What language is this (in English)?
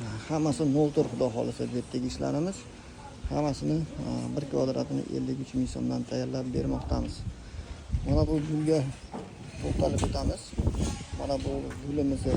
Uzbek